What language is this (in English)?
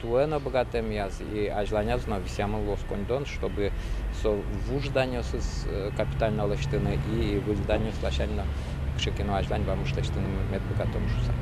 Udmurt